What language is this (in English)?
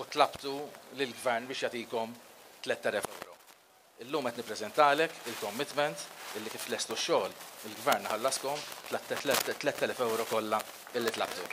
Maltese